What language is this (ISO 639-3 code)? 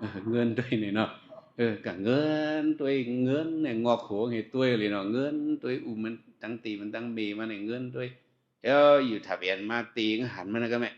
shn